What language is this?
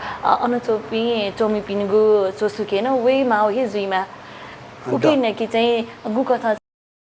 Newari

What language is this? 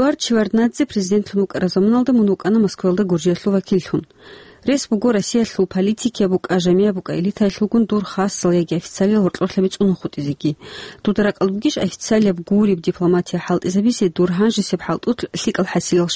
Avaric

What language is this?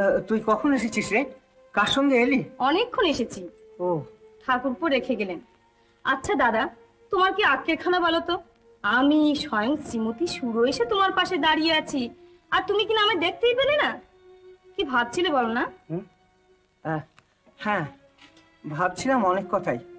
Bangla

